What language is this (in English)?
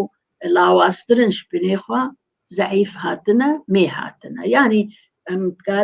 Kurdish